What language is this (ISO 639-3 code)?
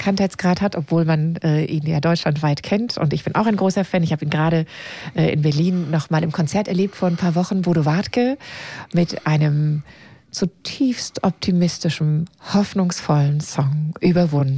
deu